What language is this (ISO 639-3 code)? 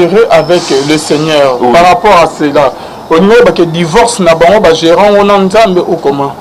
lin